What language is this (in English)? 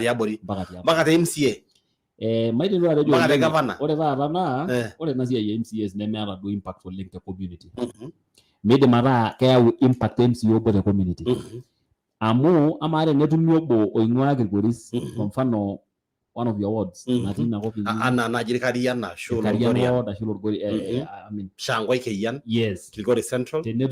Masai